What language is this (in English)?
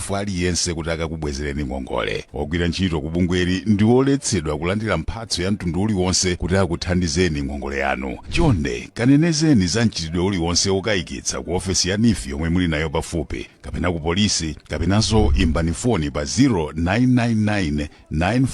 Nyanja